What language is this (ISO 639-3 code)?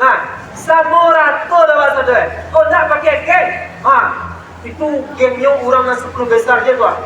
min